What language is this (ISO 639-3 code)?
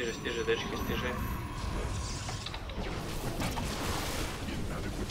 hrv